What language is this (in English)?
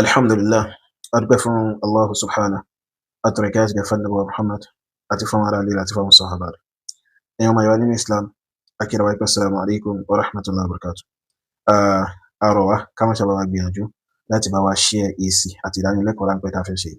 Yoruba